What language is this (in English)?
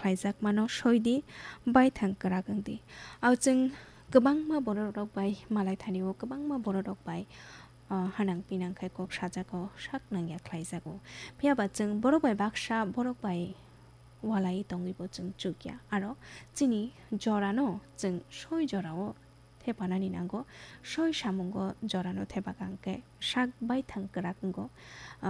Kok Borok